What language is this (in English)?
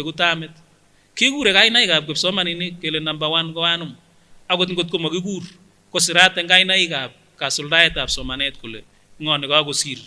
Kipsigis